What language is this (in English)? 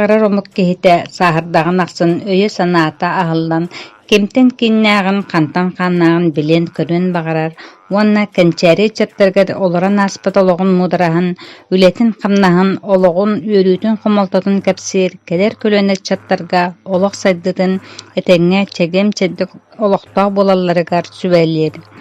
Yakut